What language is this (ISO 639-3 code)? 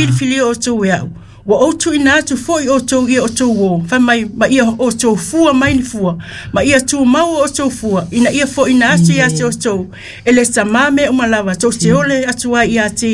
smo